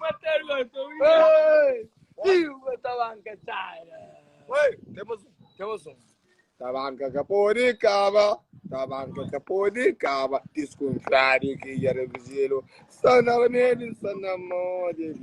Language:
Kabuverdianu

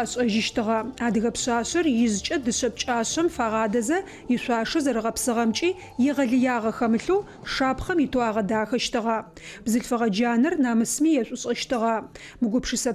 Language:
Adyghe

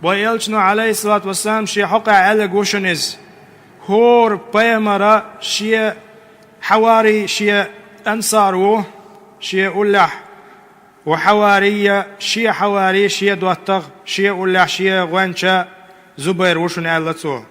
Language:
Chechen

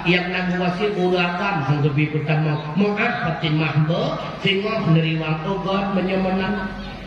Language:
Achinese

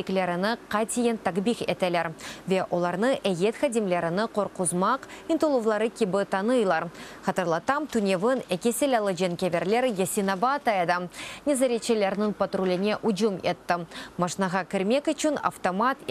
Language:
Crimean Tatar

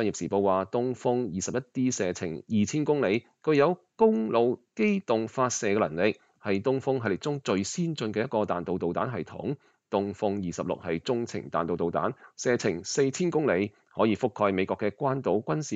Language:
Cantonese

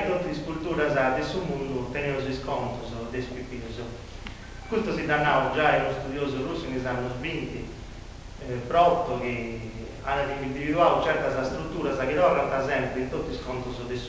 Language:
Sardinian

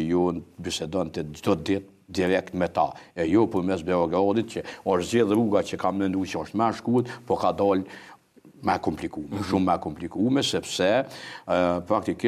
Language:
Albanian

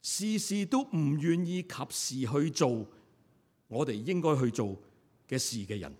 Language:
Cantonese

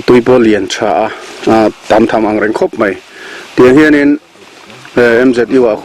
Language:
Mizo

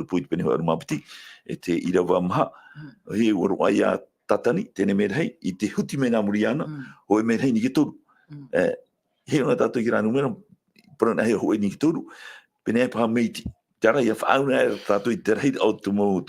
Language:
Tahitian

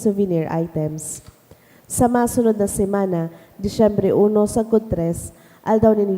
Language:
Bikol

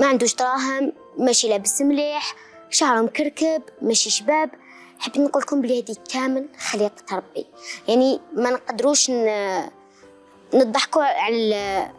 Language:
Algerian Arabic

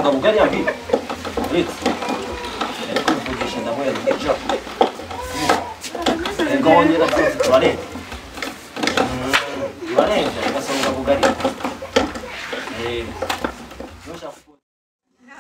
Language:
Kinyarwanda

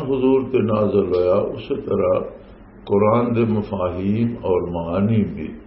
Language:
Western Panjabi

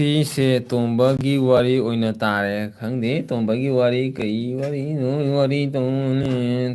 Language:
Manipuri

